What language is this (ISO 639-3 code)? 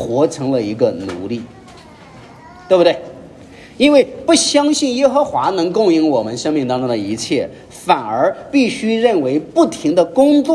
zho